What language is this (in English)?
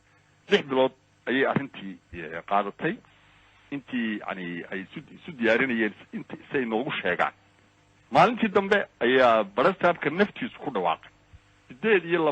Somali